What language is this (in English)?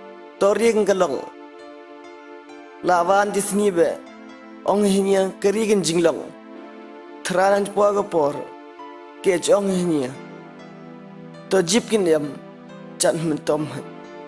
Malay